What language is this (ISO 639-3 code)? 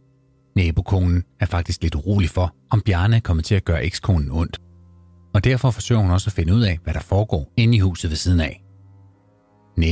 dan